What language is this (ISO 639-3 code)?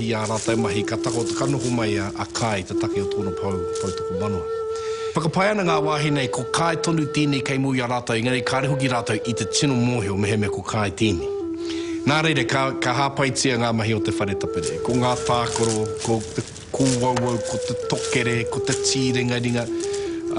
mri